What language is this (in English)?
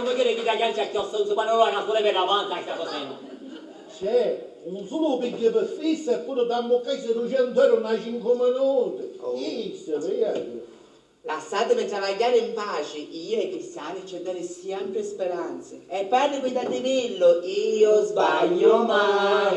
Sicilian